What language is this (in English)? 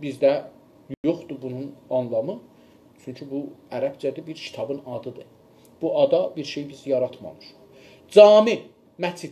South Azerbaijani